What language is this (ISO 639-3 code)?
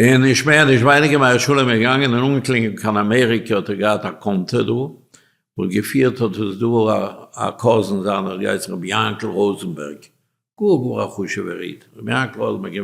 yid